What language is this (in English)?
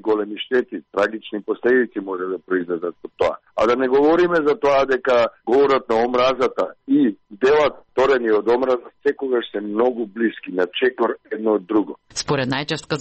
Macedonian